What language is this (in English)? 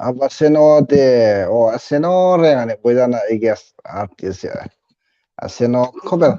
Hmar